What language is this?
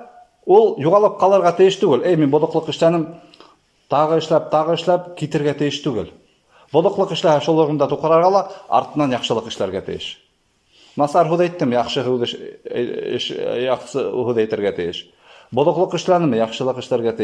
Bashkir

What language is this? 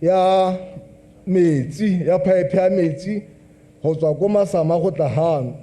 Tswana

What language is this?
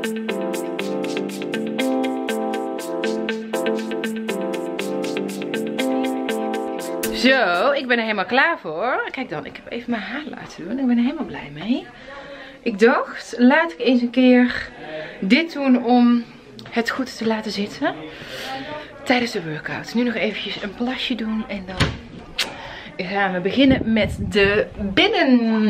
Dutch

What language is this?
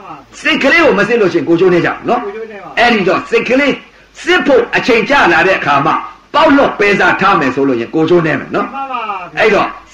Burmese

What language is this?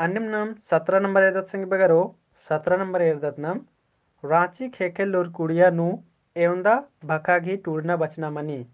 Kurukh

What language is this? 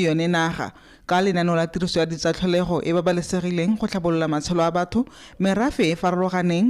Tswana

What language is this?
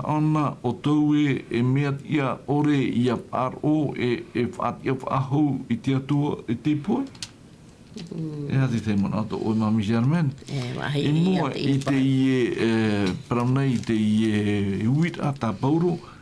Tahitian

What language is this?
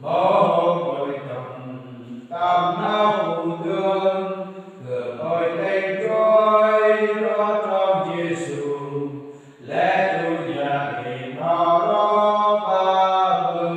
Central Mnong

